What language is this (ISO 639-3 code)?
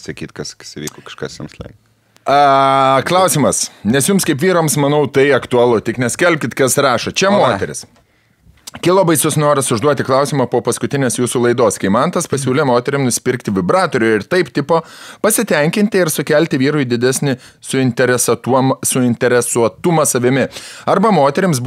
lit